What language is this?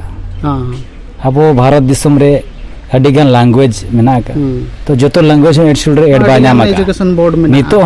Santali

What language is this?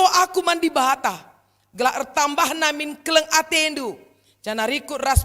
Batak Karo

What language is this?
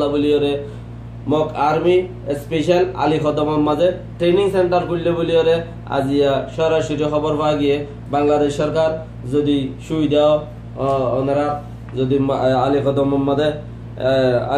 Rohingya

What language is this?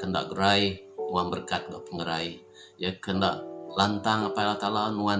Iban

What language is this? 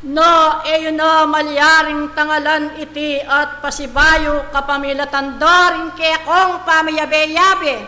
Pampanga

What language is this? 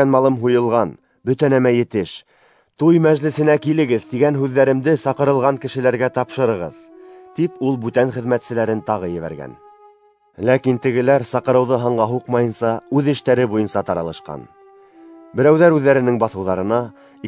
Bashkir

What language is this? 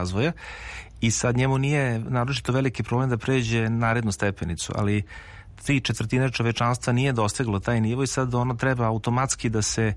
Serbian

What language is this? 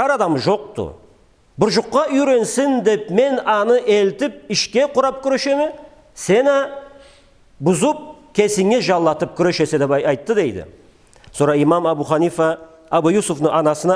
Karachay-Balkar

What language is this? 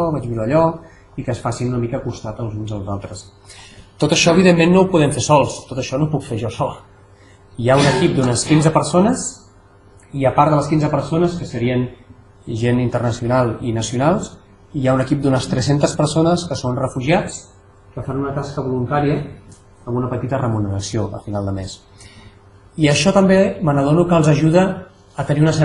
Catalan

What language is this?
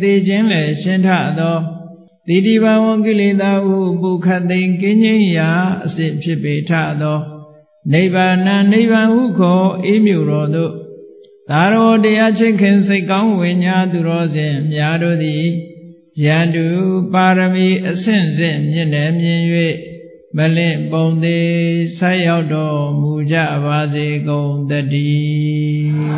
Burmese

